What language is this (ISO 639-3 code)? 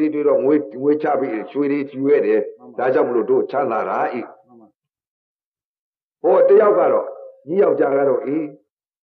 mya